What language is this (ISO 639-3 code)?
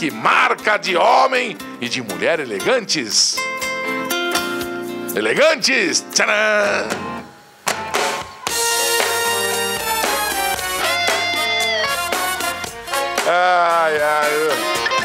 por